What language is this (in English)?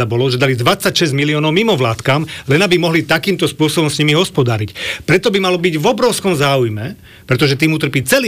Slovak